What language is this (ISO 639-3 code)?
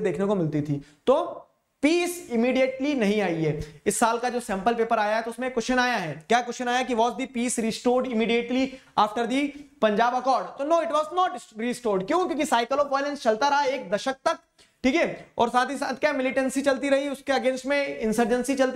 hin